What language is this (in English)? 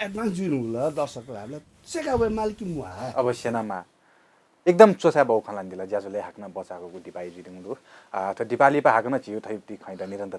Newari